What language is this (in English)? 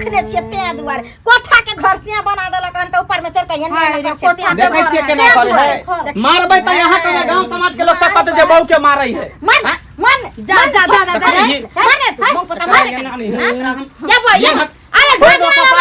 Maithili